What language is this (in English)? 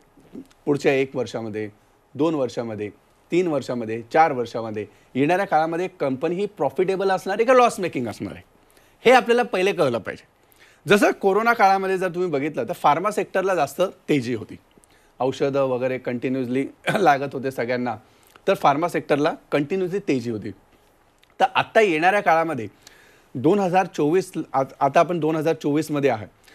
Marathi